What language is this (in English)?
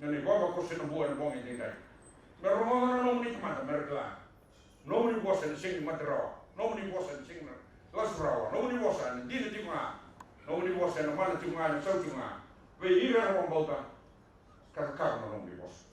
Fijian